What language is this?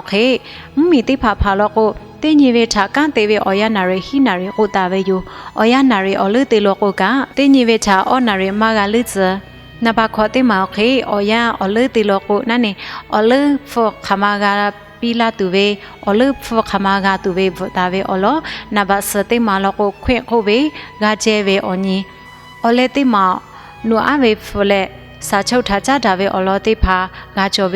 Lahu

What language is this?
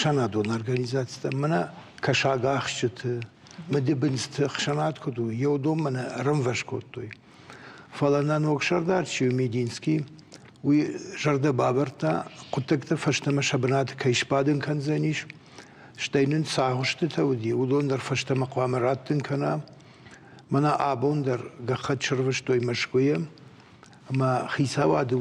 Ossetic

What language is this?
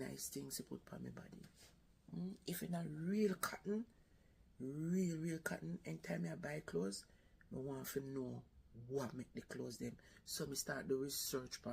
Jamaican Creole English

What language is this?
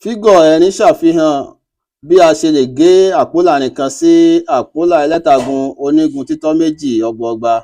Yoruba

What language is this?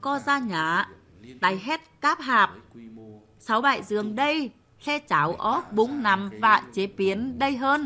Tày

